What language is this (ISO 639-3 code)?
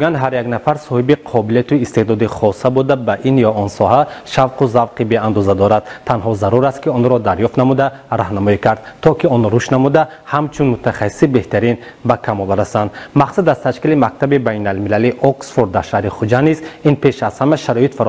tgk